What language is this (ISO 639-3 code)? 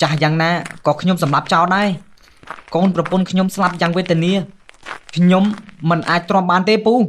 khm